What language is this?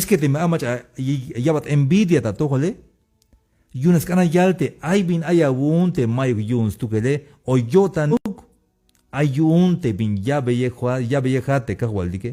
Tzeltal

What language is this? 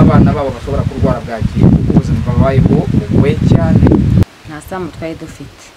Kinyarwanda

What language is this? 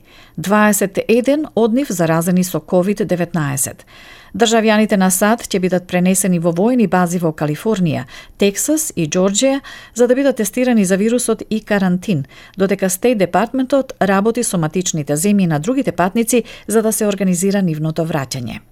Macedonian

